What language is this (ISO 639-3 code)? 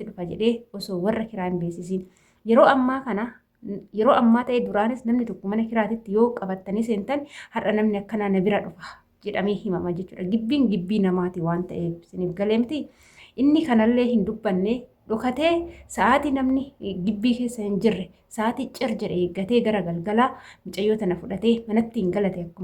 orm